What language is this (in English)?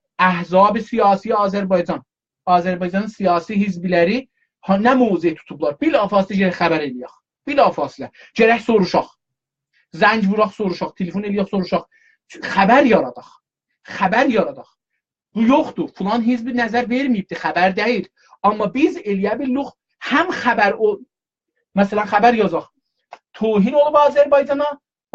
South Azerbaijani